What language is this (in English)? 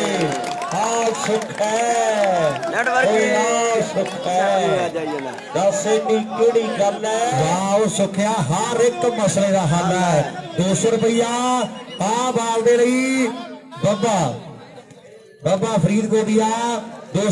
Punjabi